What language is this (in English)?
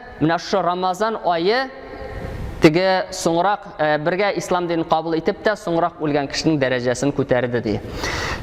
Tatar